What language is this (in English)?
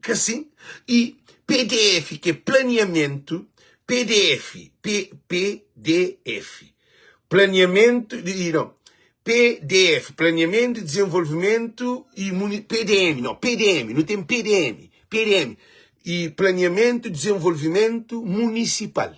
Kabuverdianu